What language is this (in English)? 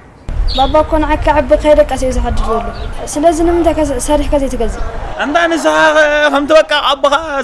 Tigrinya